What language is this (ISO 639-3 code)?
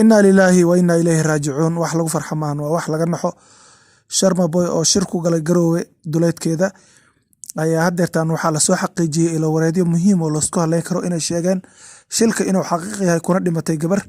som